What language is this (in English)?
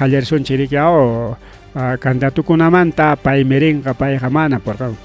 Ayacucho Quechua